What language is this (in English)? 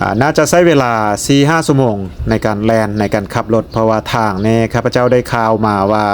Lao